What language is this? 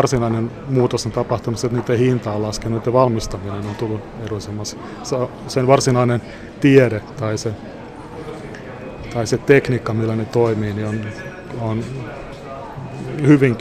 Finnish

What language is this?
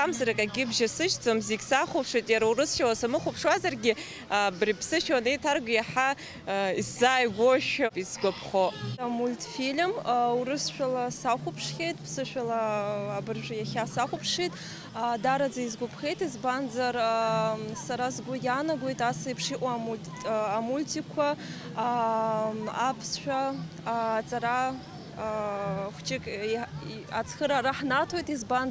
Abkhazian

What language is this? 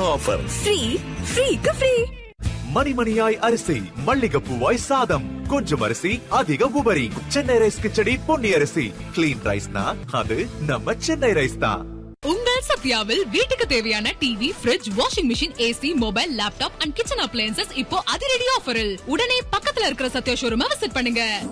Tamil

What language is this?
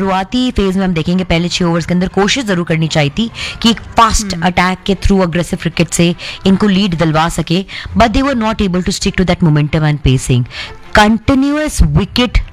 Hindi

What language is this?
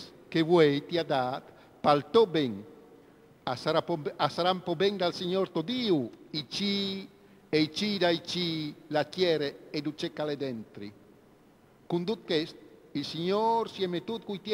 Friulian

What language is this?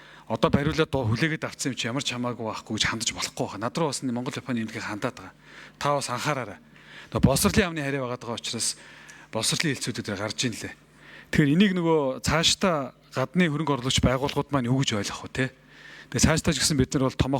Mongolian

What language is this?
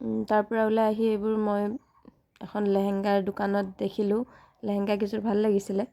Assamese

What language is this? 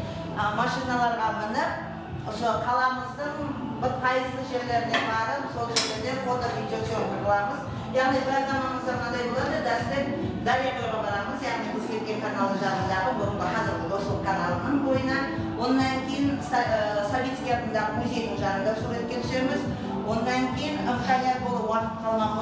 Kara-Kalpak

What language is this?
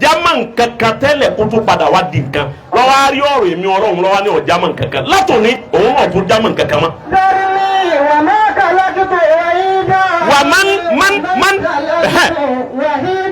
Yoruba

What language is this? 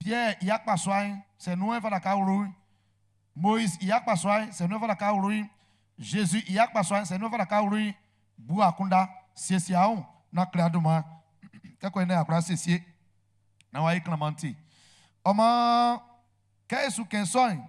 Baoulé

